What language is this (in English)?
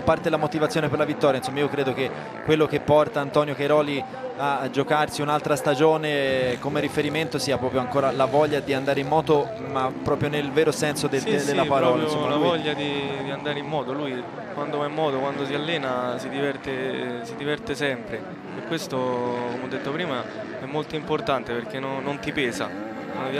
Italian